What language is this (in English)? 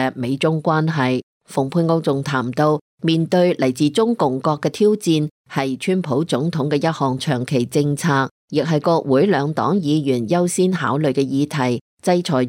Cantonese